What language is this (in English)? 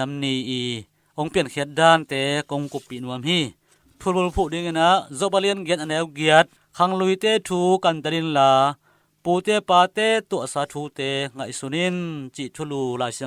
Tedim Chin